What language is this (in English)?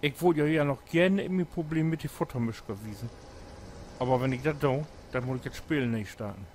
Low German